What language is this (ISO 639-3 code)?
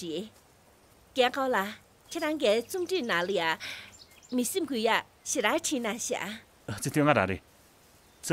bod